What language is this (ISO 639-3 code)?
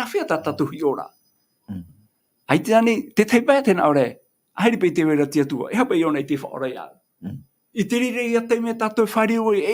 tah